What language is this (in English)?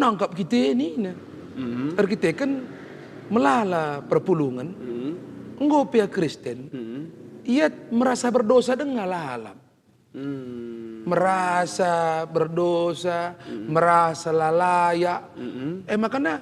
Batak Karo